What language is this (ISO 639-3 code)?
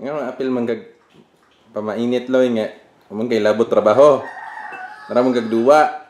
ceb